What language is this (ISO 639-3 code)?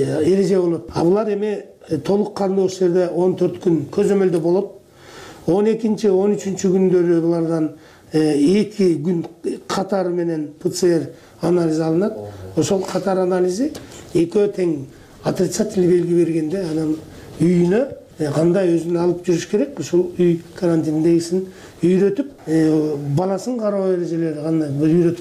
kir